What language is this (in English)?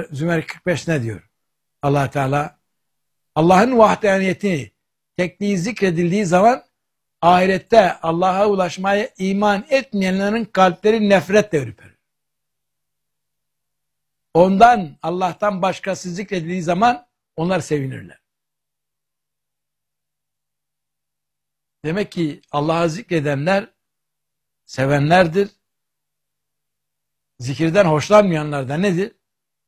Turkish